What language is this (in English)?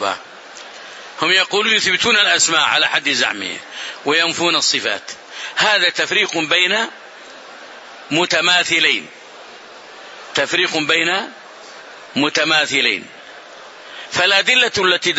Arabic